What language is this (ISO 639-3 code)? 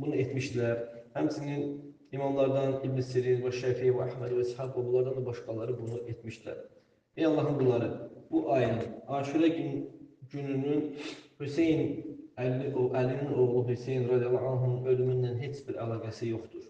aze